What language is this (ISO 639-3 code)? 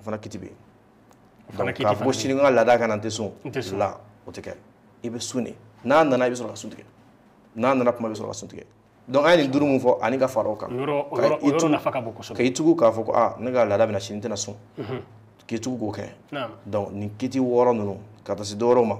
bam